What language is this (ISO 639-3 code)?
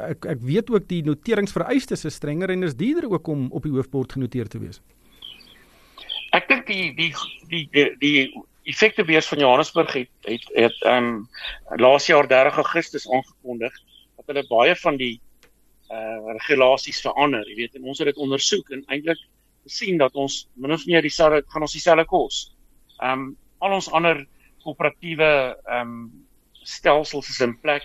afr